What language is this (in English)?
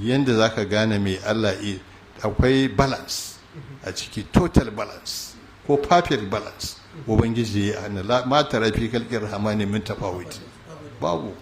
Hausa